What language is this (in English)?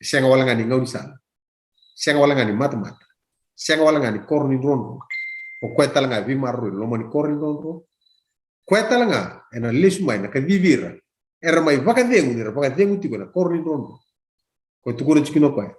Fijian